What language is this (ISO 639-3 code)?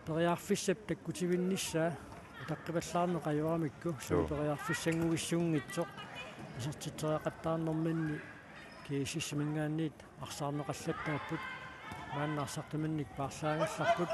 kal